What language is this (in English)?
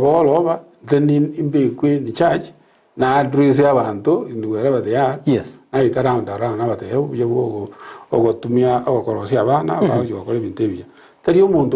Gusii